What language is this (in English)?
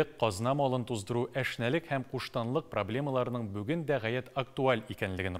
Tatar